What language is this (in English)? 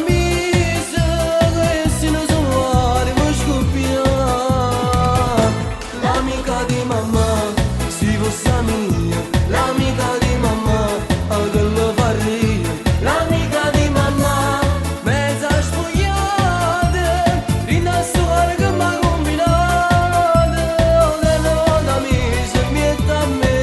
Neapolitan